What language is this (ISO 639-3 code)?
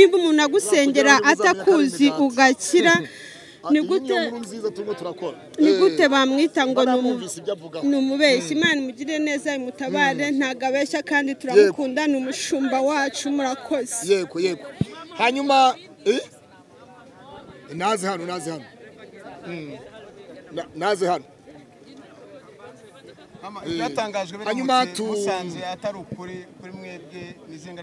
kin